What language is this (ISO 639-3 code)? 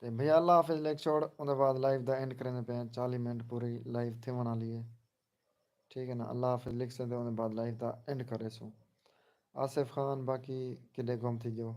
skr